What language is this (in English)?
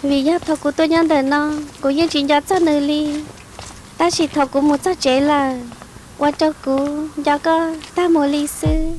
Hmong